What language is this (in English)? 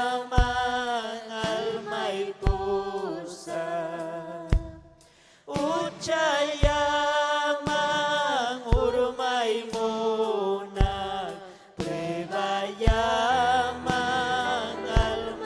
Ayacucho Quechua